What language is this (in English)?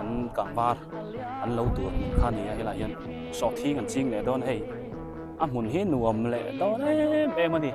Biete